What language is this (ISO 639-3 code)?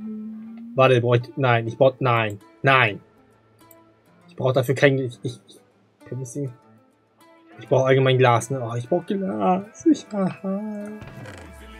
deu